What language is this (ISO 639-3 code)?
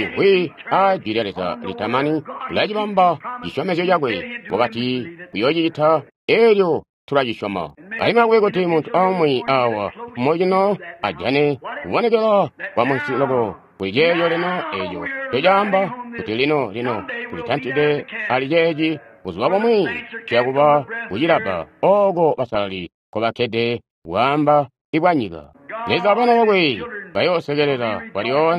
toi